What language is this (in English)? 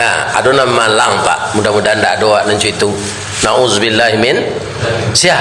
Minangkabau